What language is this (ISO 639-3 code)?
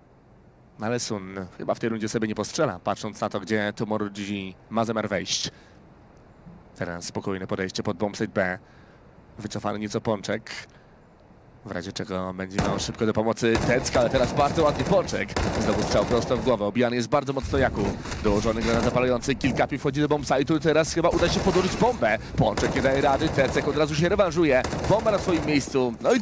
pol